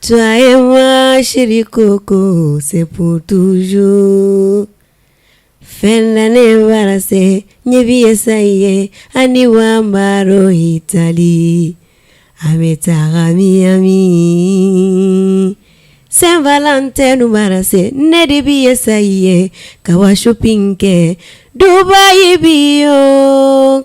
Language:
Bambara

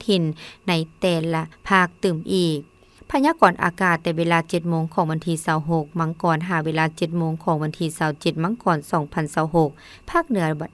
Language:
Lao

